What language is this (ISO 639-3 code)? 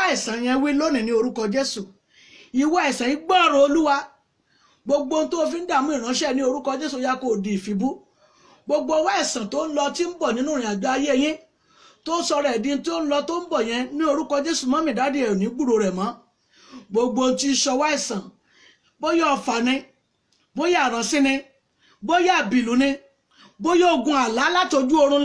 yor